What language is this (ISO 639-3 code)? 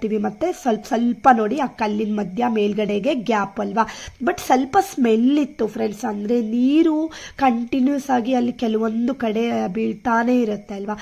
kan